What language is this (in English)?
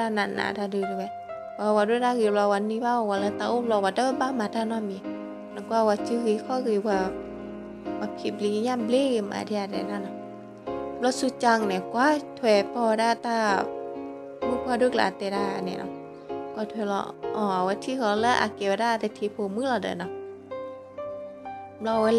S'gaw Karen